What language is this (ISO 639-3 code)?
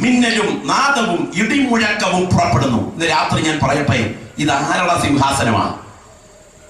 mal